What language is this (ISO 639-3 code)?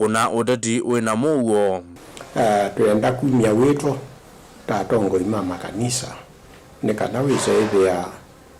kam